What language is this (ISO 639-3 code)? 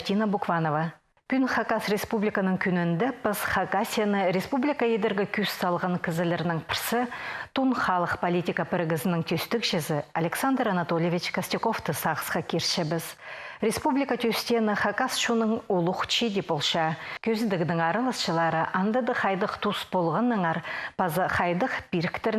kjh